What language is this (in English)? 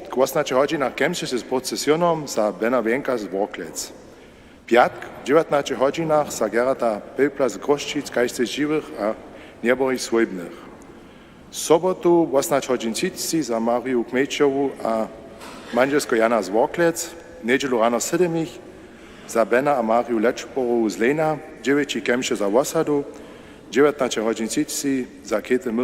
Upper Sorbian